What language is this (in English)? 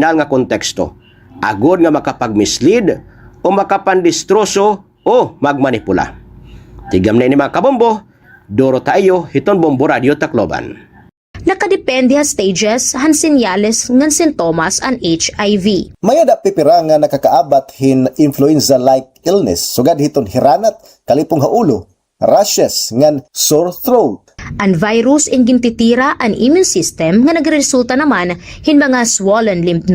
Waray